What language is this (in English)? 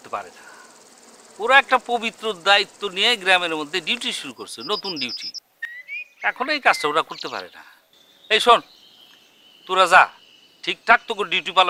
Bangla